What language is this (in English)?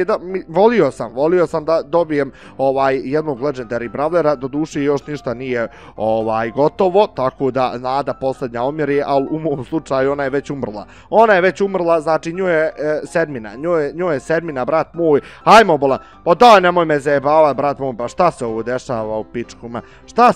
Bosnian